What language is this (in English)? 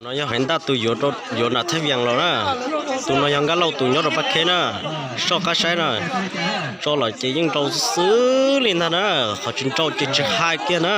Hmong